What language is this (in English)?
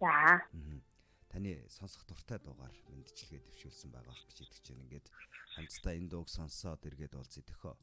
Mongolian